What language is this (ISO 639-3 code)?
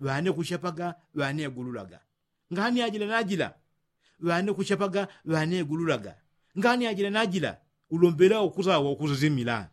yao